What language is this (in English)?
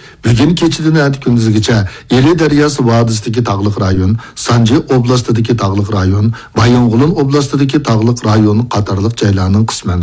Uyghur